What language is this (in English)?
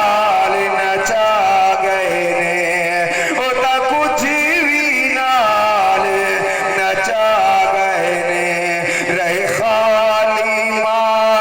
Saraiki